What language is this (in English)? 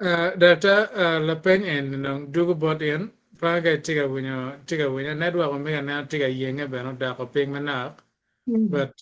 Acoli